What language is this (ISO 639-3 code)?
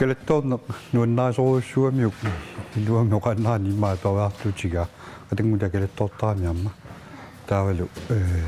kal